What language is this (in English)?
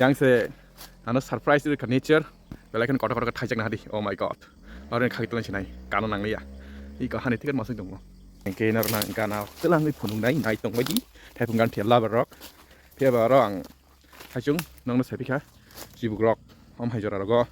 Kok Borok